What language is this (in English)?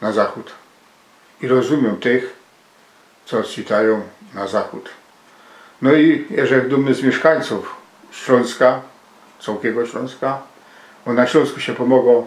Silesian